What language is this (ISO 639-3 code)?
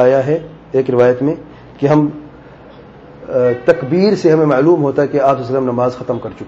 urd